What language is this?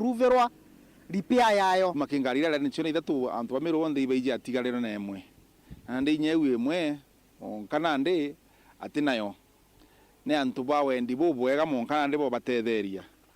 Meru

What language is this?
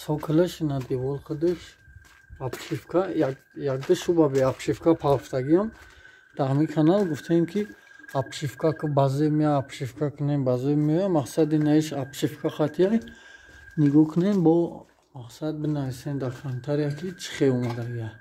Tajik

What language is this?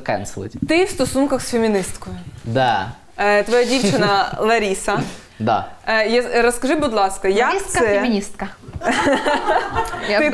Ukrainian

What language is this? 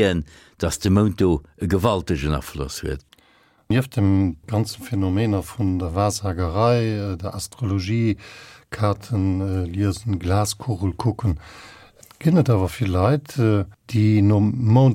Luxembourgish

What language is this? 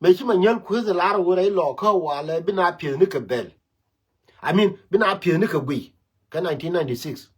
Nuer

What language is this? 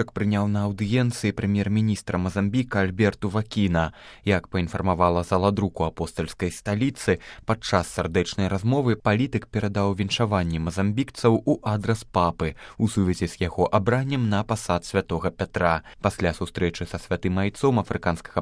Belarusian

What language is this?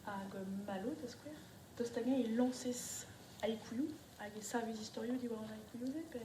Breton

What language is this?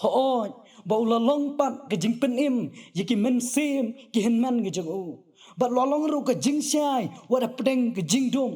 Khasi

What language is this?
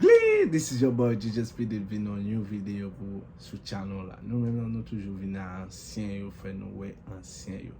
Haitian Creole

